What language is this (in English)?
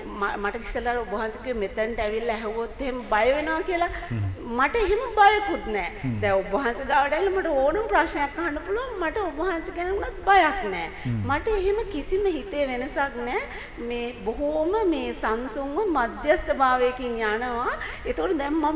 Sinhala